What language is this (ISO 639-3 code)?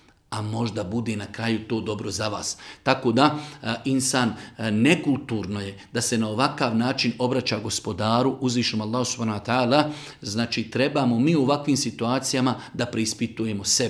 bos